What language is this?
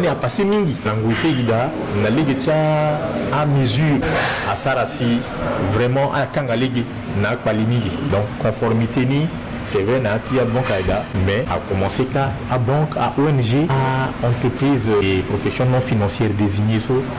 Sango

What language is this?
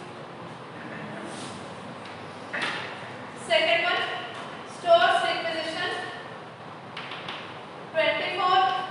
Kannada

